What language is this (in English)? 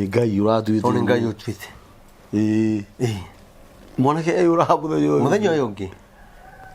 Kikuyu